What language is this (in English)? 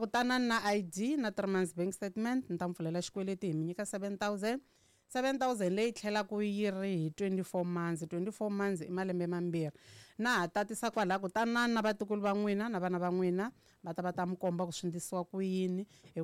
Tsonga